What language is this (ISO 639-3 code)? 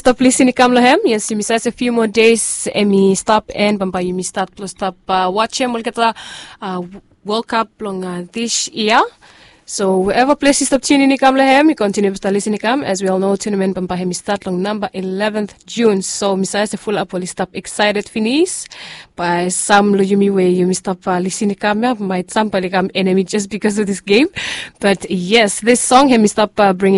bis